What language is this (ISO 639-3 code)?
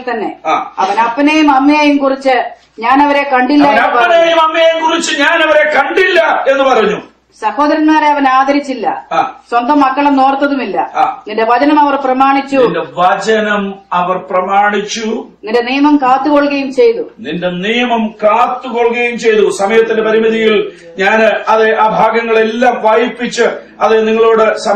mal